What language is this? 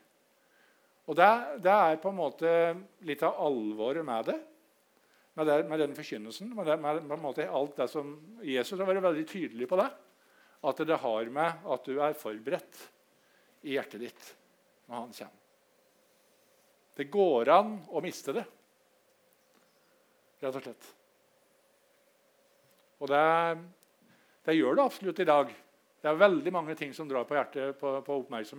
Norwegian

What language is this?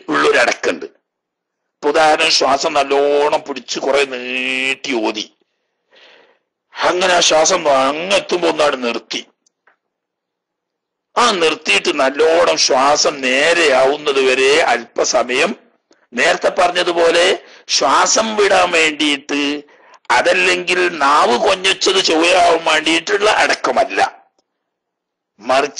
Malayalam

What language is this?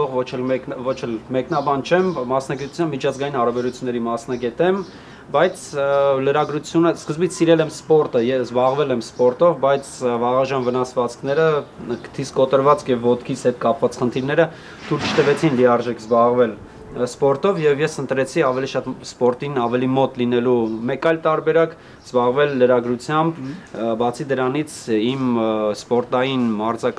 Armenian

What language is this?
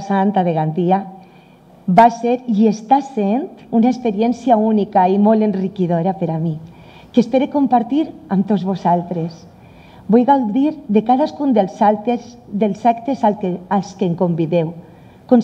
Catalan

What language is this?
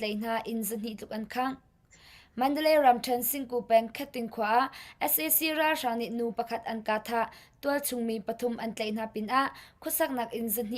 Hakha Chin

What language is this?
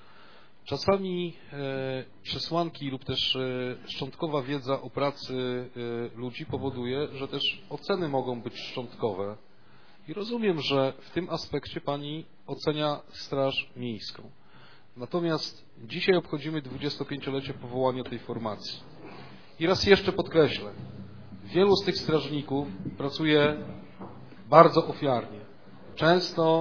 Polish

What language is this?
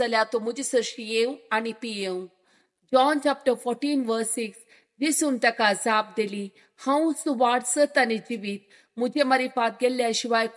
Konkani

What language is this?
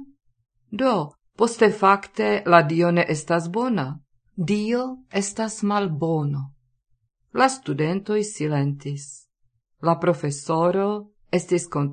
Esperanto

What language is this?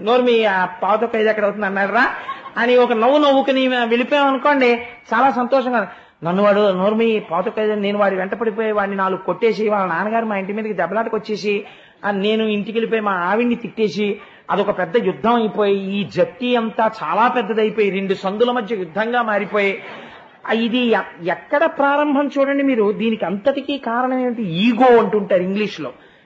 Telugu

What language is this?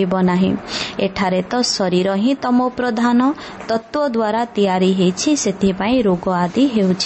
Odia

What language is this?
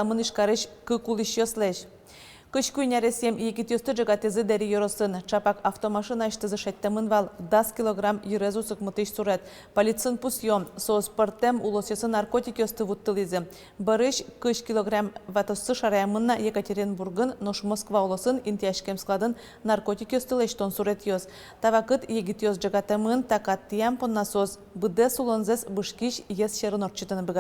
Udmurt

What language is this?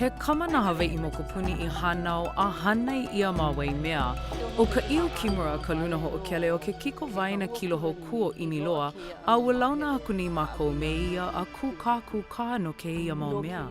Hawaiian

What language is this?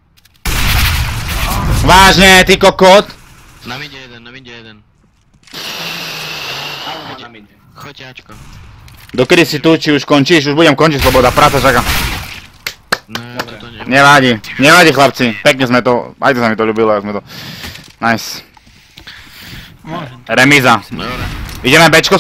Slovak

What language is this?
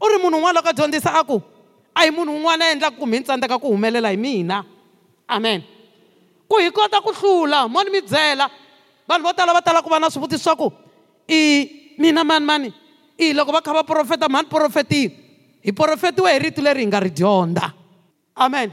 Tsonga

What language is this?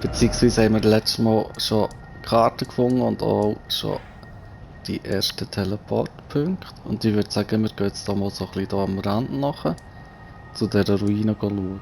Swiss German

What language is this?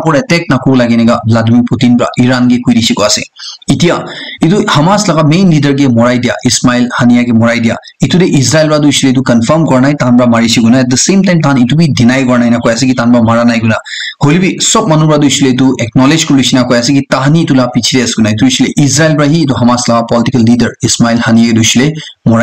Naga Pidgin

